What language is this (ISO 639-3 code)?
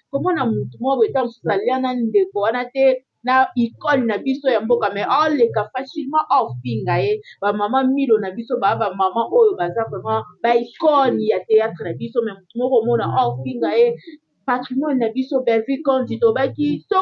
lin